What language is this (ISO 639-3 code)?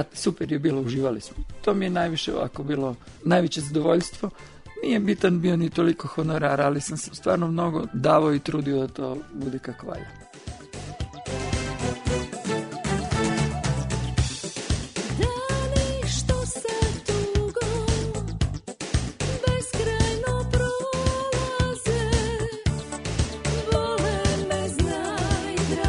srp